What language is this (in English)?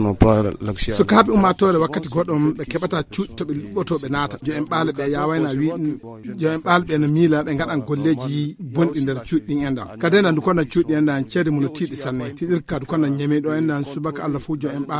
Nigerian Fulfulde